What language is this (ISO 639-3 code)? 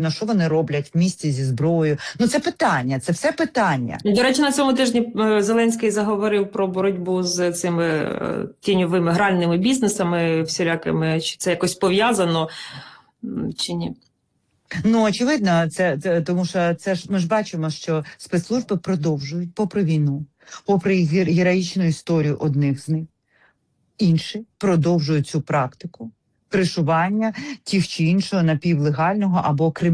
ukr